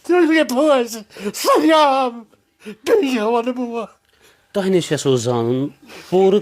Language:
Kashmiri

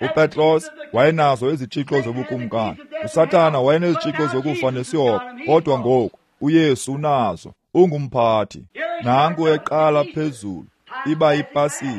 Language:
Xhosa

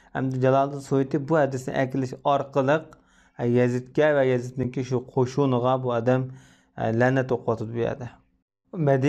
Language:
Uyghur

